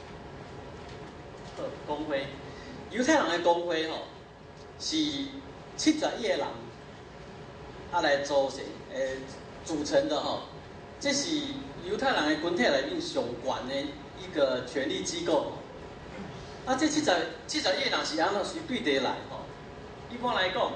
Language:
Min Nan Chinese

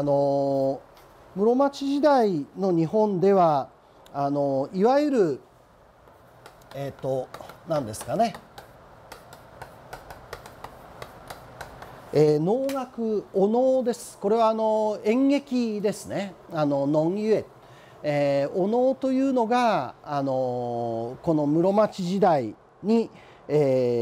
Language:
Japanese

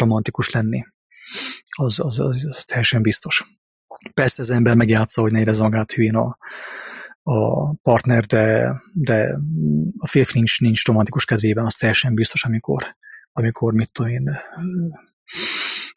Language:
Hungarian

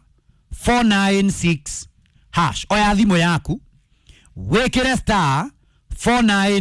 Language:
Kikuyu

